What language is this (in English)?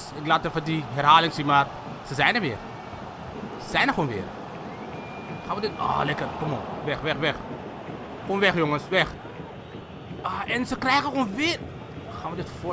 Dutch